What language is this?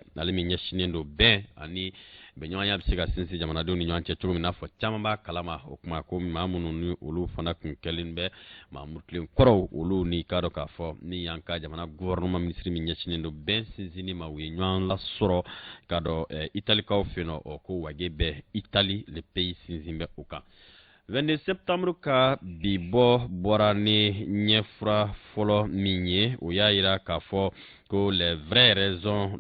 Bambara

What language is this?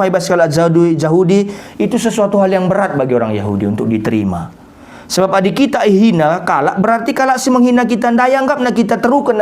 Batak Karo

